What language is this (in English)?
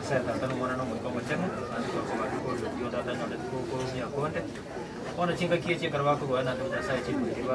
Gusii